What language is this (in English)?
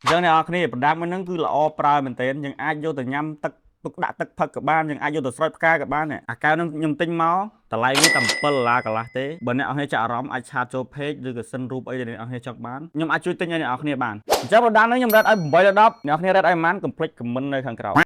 Khmer